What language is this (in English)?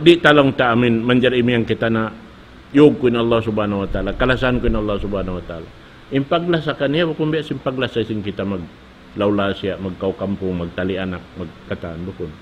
Tausug